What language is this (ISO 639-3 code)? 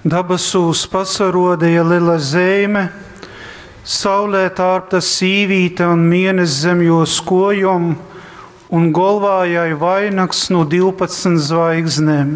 ltg